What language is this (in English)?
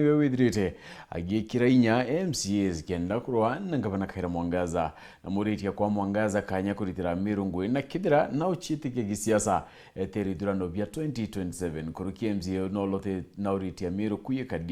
Meru